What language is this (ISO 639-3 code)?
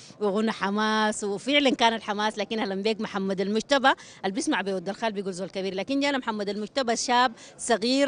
apd